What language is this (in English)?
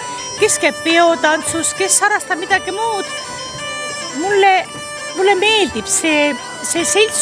Estonian